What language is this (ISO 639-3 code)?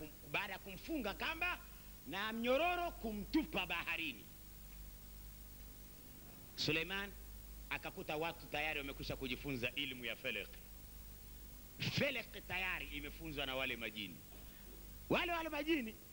swa